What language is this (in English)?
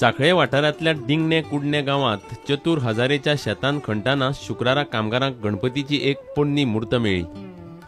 Konkani